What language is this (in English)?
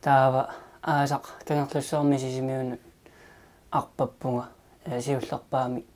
Kalaallisut